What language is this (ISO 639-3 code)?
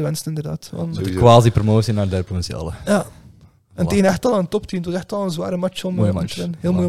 nld